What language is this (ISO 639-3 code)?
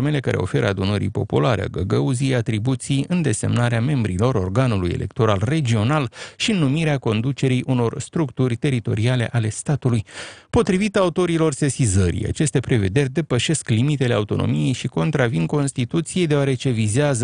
ron